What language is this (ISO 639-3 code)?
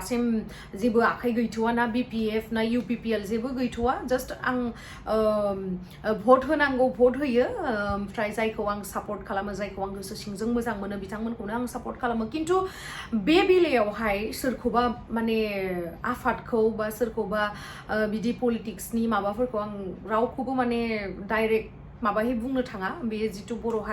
brx